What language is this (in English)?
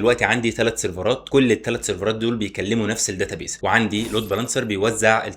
Egyptian Arabic